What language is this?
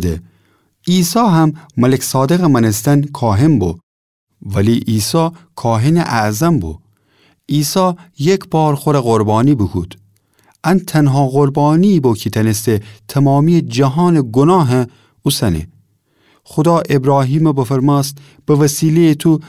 Gilaki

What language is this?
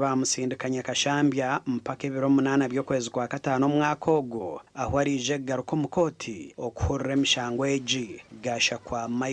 Nyankole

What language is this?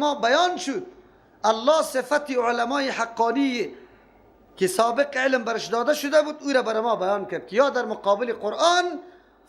Persian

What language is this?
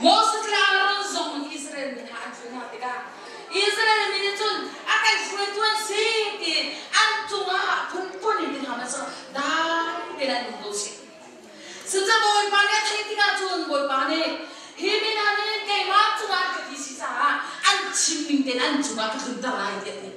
Hakha Chin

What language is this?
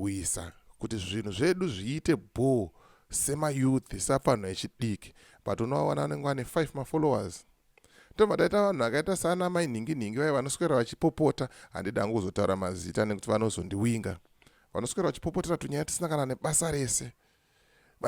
Shona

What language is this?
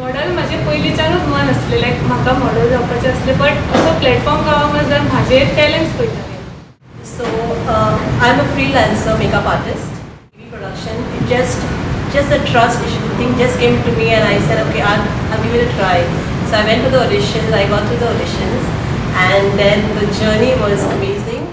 Konkani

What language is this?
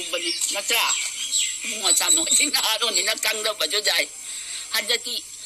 Manipuri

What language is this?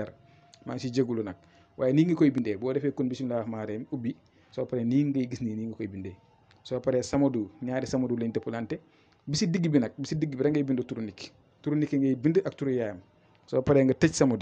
Wolof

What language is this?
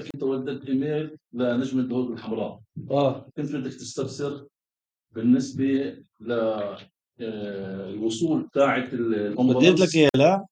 North Levantine Arabic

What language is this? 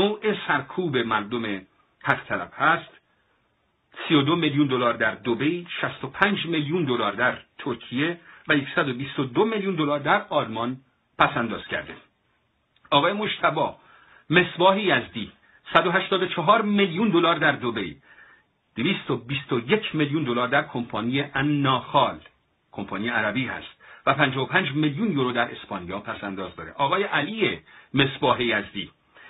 Persian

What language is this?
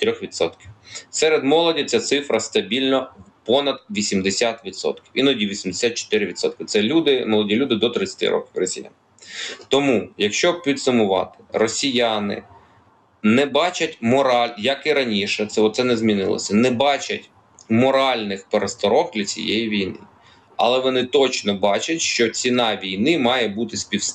Ukrainian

